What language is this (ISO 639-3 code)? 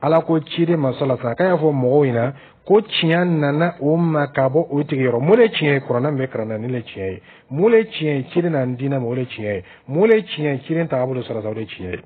dyu